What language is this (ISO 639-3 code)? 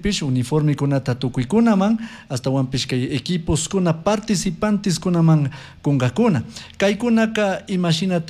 qug